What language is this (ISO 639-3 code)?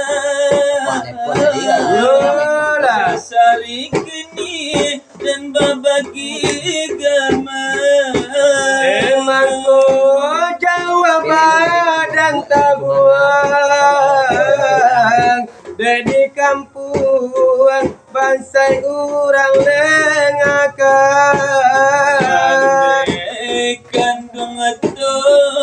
min